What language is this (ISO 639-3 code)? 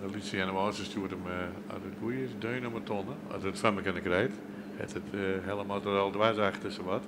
fry